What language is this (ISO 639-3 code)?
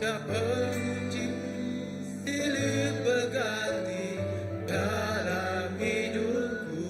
iba